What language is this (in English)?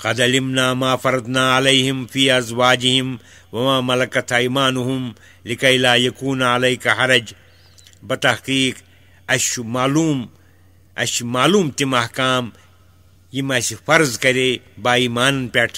Kashmiri